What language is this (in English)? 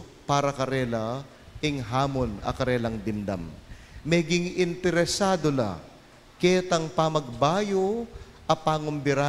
Pampanga